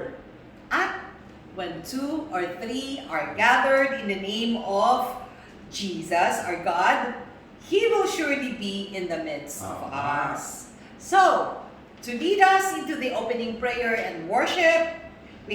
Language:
Pangasinan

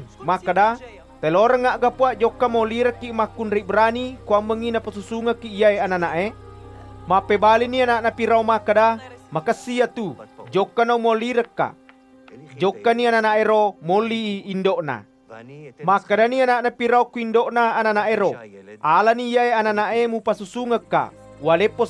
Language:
Buginese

